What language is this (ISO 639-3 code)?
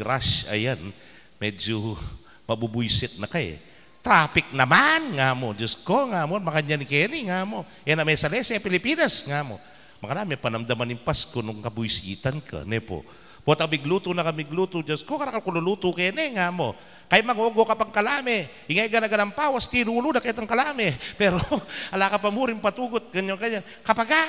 pam